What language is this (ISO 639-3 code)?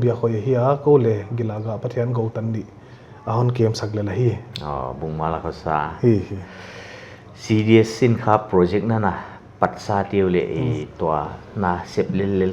pck